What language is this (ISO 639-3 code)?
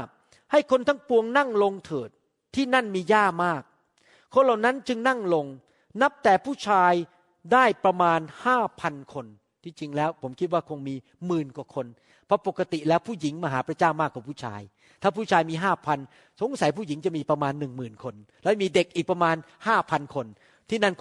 tha